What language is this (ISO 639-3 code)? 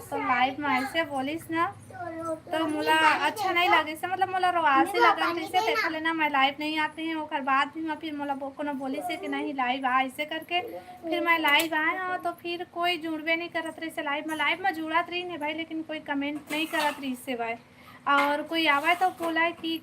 hne